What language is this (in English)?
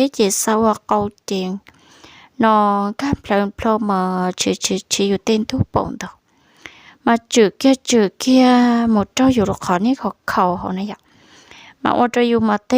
Hmong